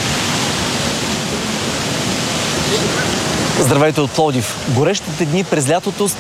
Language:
Bulgarian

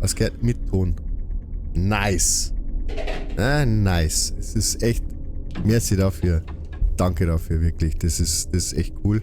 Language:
Bavarian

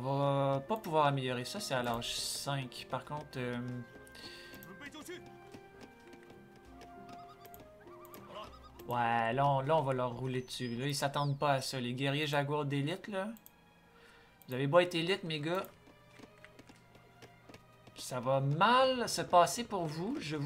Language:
French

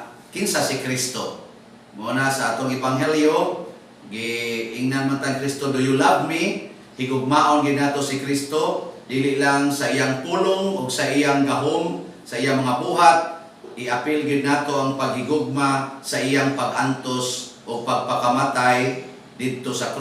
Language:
Cebuano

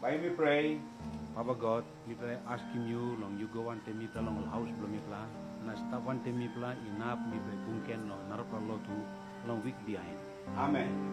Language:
Tok Pisin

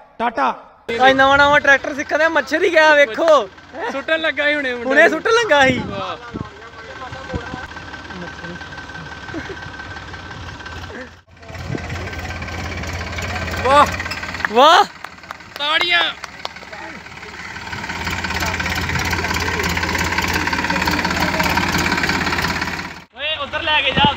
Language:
Punjabi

